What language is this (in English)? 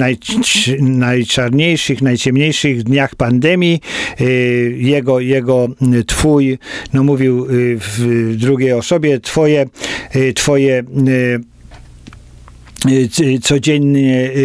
Polish